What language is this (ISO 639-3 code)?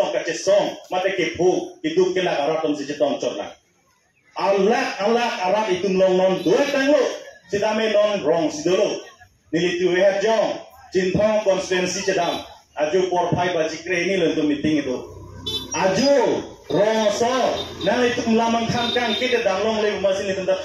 mjw